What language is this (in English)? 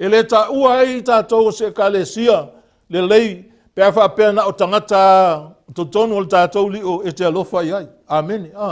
Samoan